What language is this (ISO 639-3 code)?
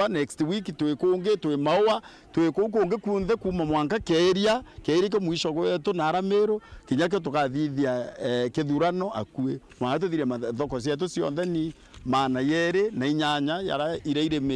mer